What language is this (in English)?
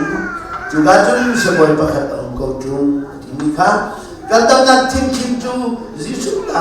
Hakha Chin